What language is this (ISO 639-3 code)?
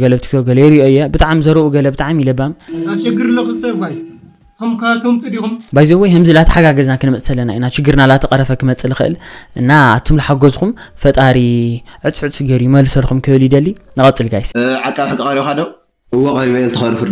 tir